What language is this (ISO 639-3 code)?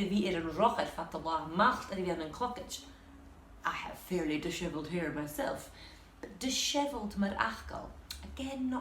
gla